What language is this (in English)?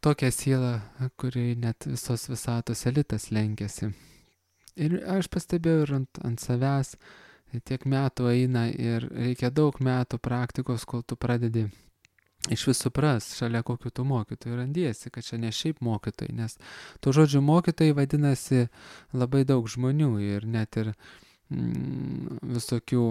Lithuanian